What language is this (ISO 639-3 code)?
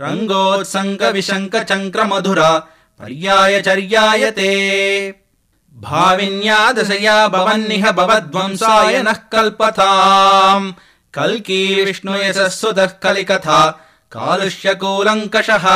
san